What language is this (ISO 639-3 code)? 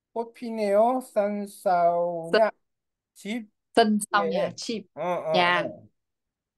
kor